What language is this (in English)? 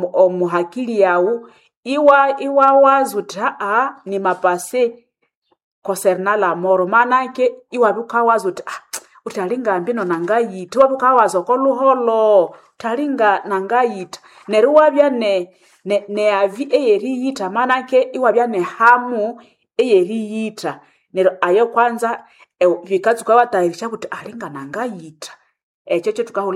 Nande